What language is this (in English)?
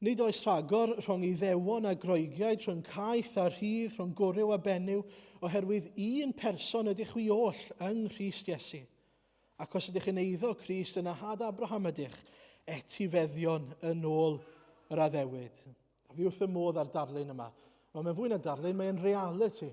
Welsh